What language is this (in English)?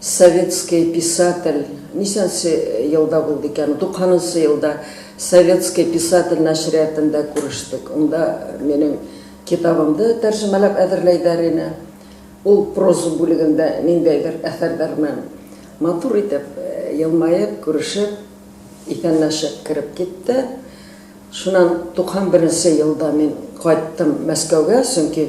Bashkir